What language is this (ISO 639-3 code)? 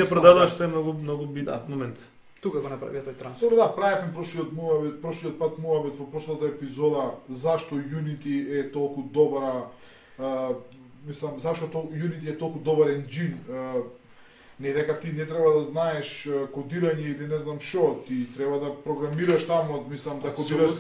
mkd